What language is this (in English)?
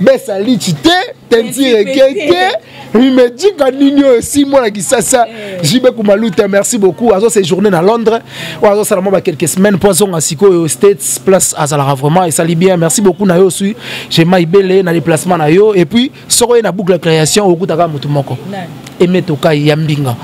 Lingala